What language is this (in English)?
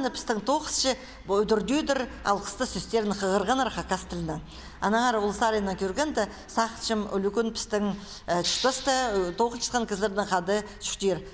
Khakas